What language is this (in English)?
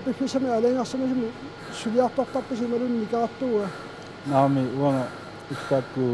Kalaallisut